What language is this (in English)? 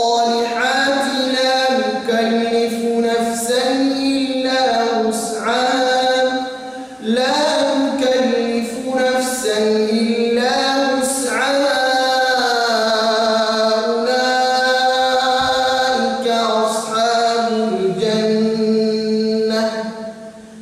Arabic